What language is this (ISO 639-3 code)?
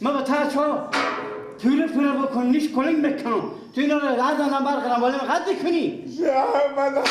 fas